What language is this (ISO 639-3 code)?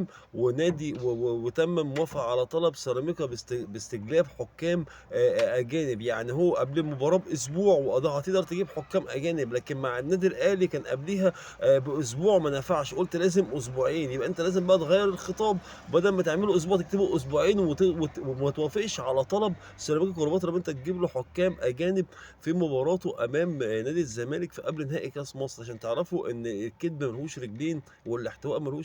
arz